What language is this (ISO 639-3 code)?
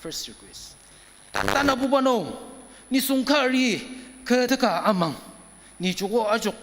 njo